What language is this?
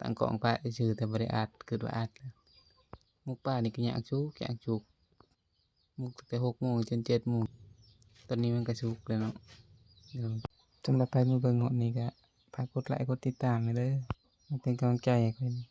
Lao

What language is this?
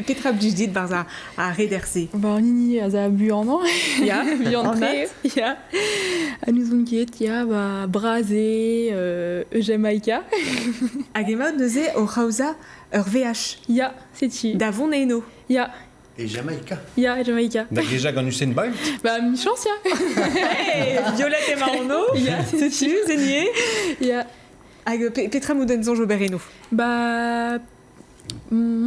Breton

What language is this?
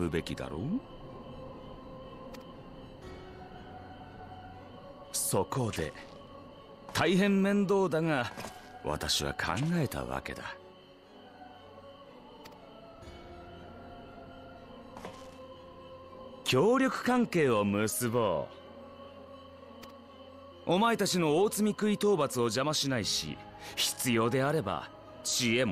Japanese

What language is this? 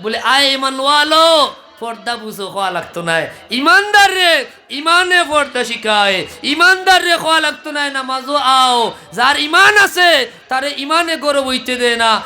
Sylheti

